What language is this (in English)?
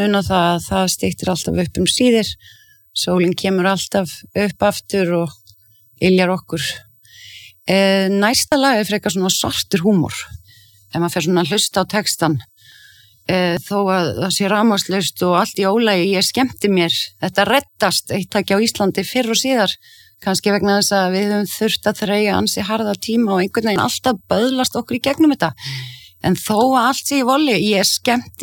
Icelandic